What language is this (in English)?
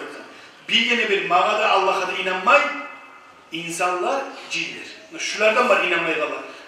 Kumyk